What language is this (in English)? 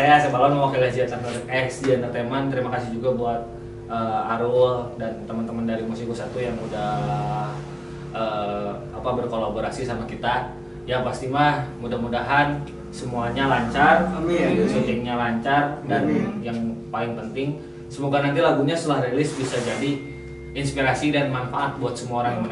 Indonesian